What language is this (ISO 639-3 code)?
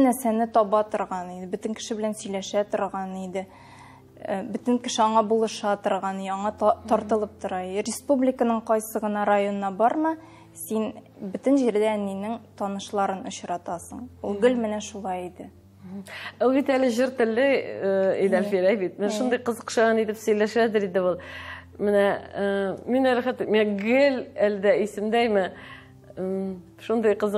tat